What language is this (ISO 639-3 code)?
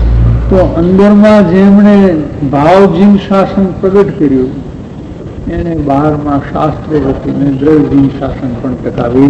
guj